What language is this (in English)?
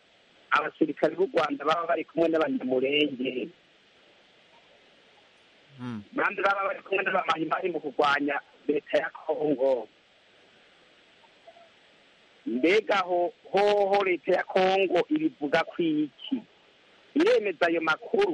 Kinyarwanda